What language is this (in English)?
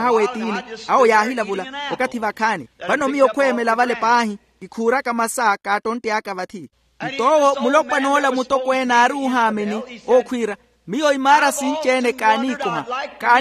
Makhuwa